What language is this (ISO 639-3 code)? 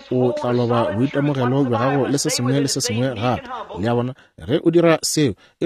nso